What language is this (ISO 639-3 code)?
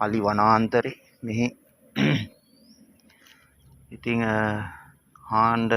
sin